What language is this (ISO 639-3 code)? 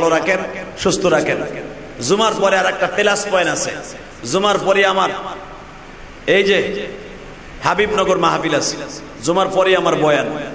ben